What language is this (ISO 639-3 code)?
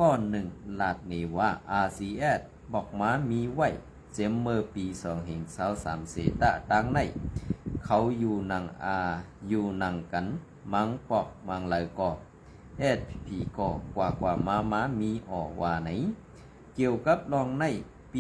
shn